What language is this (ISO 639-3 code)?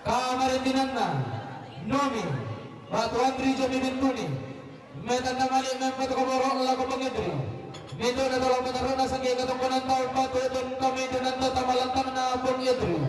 sda